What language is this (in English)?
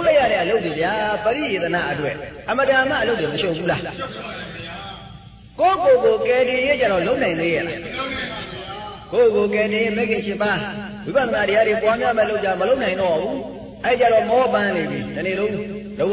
Burmese